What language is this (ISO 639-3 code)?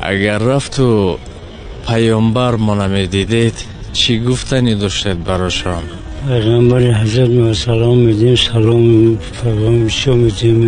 tgk